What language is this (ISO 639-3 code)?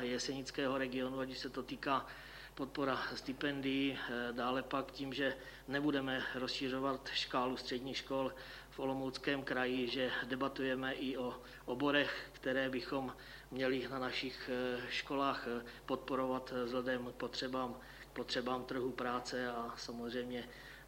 ces